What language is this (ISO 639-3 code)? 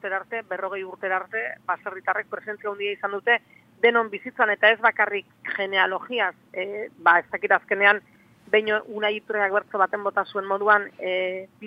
eus